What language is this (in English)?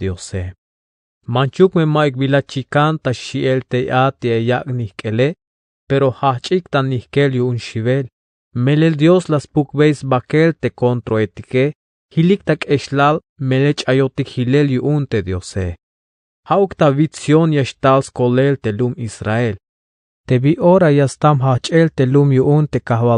Tzeltal